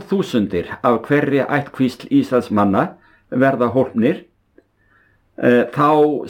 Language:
Icelandic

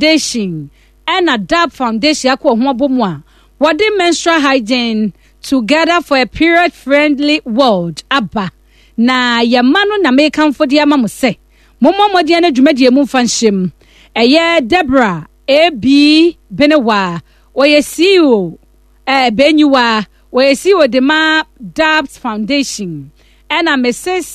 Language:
Akan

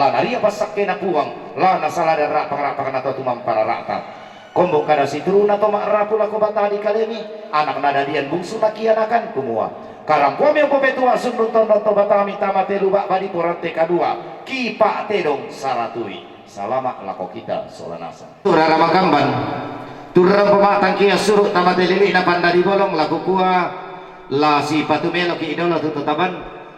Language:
Toraja-Sa'dan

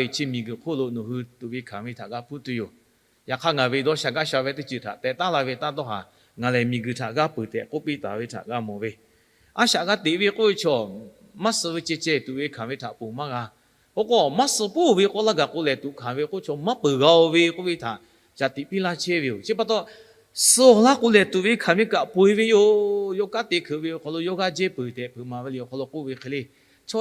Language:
Lahu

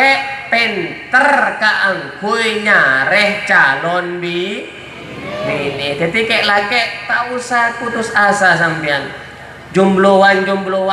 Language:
Madurese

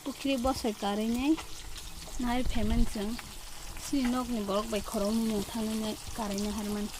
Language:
Kok Borok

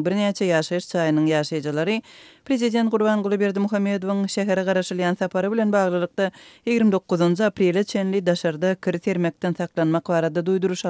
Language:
Turkmen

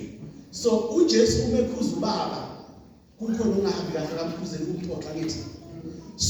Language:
Zulu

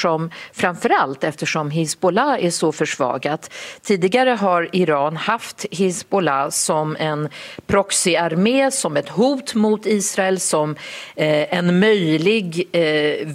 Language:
Swedish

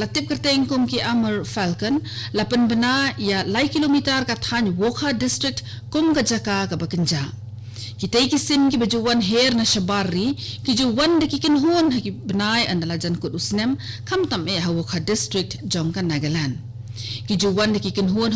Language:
Khasi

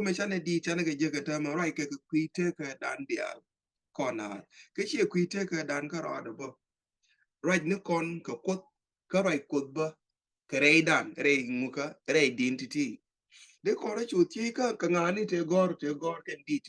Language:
Nuer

